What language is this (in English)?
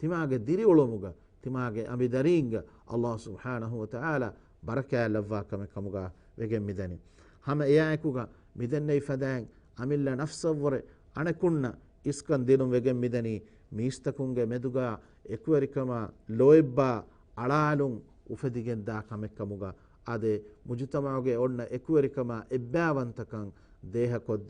Divehi